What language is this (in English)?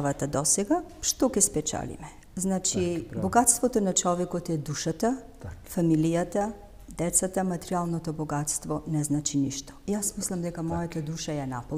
Macedonian